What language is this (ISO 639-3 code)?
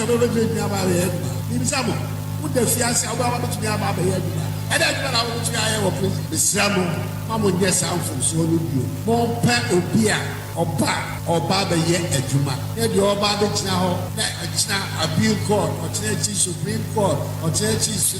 aka